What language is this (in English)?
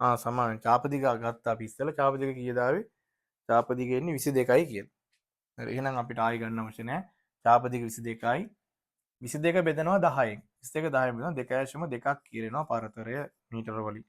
Sinhala